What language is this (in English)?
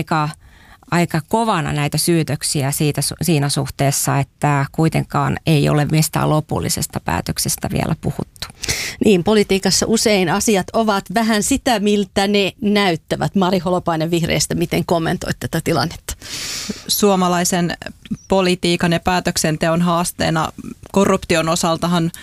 Finnish